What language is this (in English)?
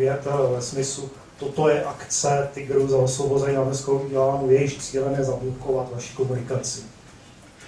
Czech